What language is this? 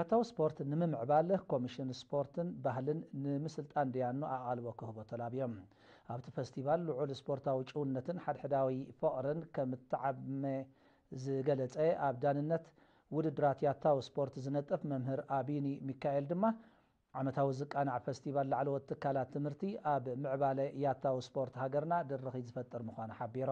Tigrinya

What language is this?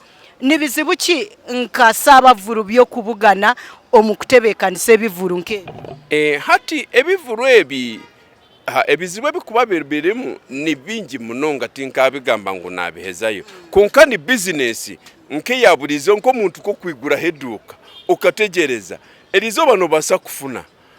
Nyankole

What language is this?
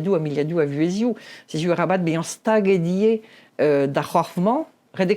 Breton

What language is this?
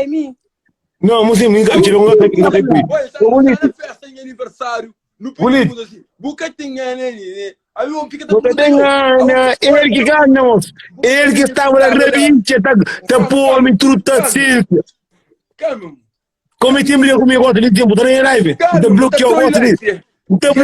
Kabuverdianu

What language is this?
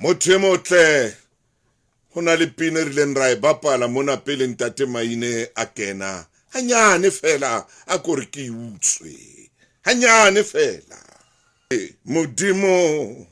Southern Sotho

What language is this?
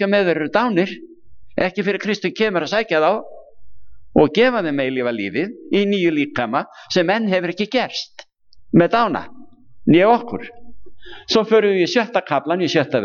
Icelandic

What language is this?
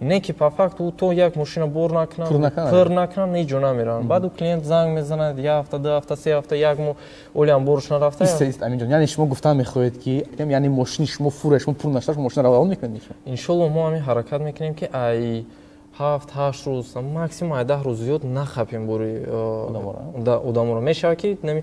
Tajik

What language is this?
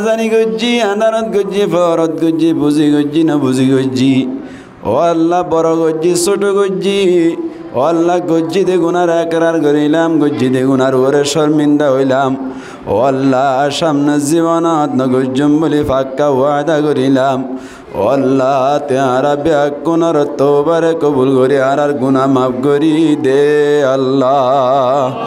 Rohingya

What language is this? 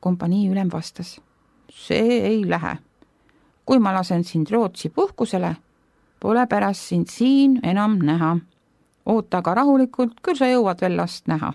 Estonian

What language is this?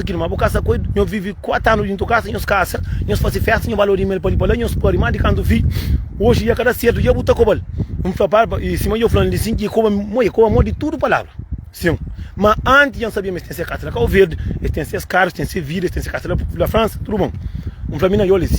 Kabuverdianu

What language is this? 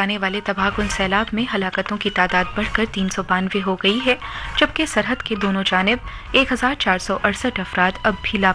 Urdu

